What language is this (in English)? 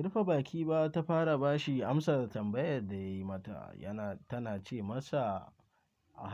Hausa